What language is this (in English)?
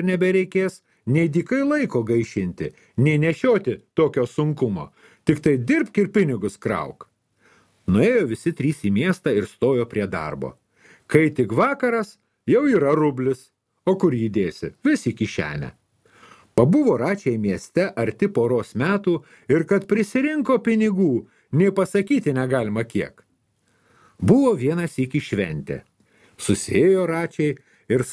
Lithuanian